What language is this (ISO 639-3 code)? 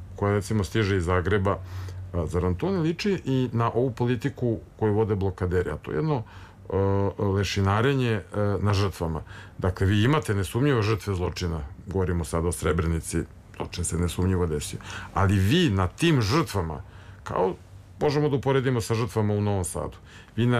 srp